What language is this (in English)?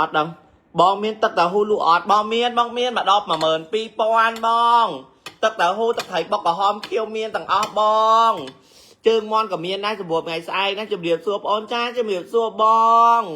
Khmer